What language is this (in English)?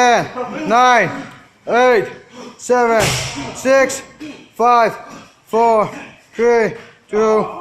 Mizo